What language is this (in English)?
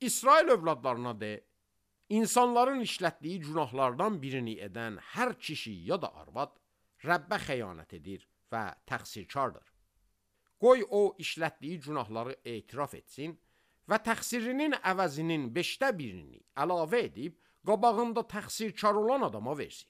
Azerbaijani